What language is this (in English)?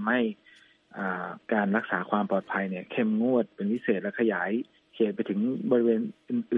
Thai